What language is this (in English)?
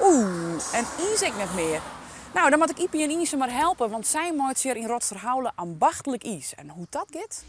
Western Frisian